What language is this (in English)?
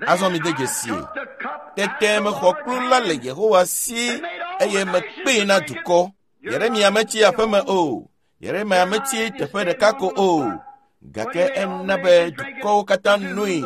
Ewe